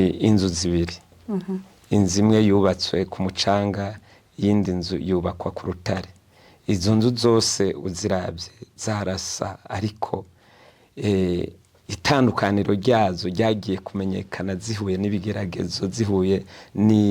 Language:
Rundi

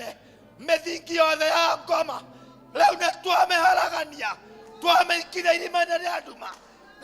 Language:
Kikuyu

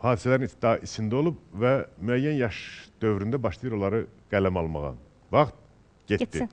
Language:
Azerbaijani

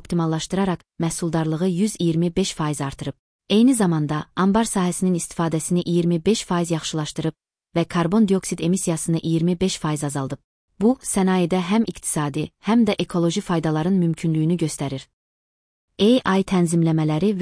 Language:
Azerbaijani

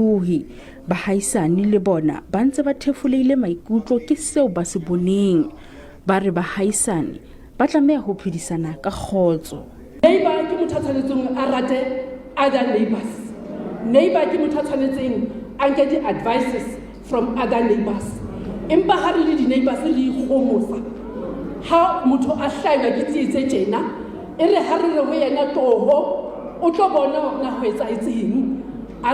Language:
Southern Sotho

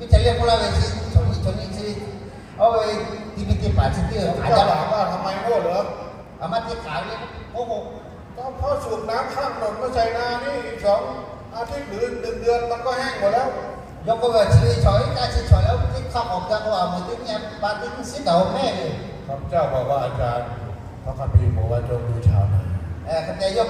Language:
Lahu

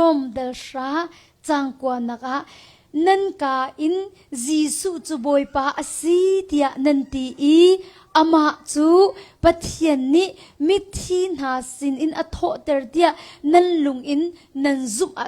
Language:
Hakha Chin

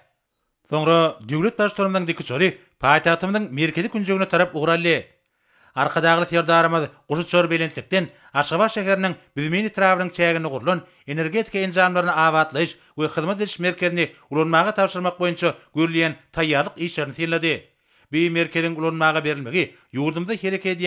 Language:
Turkmen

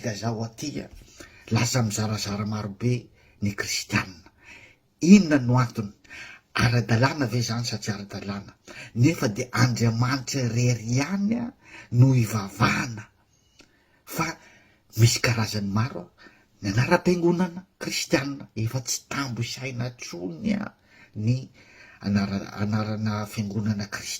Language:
Malagasy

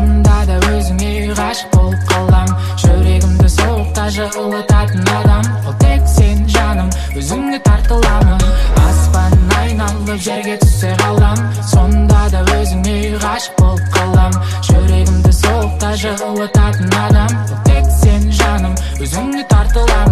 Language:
Kazakh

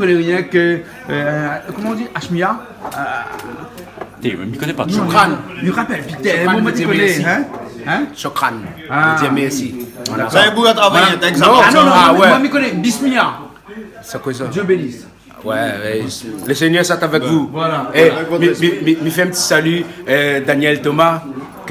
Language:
Réunion Creole French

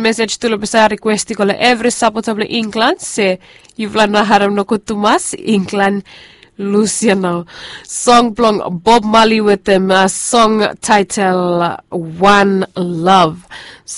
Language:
Bislama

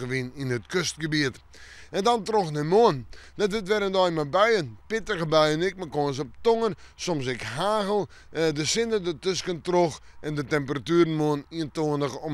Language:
Western Frisian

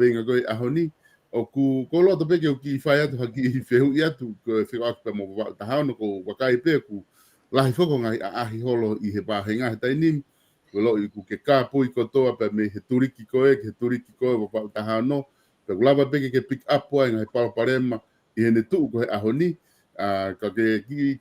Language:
Tongan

